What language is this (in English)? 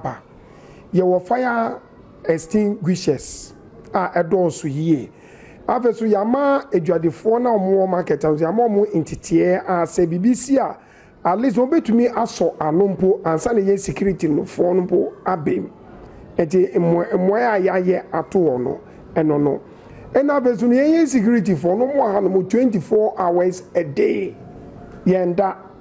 Akan